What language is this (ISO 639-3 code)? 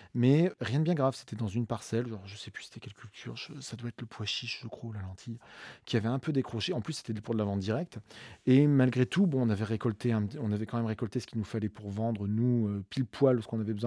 fra